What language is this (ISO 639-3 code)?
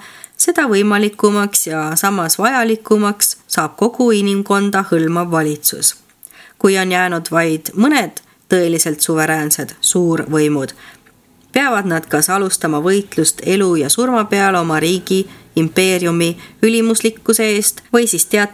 est